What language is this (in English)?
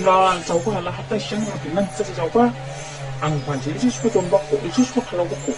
Dimasa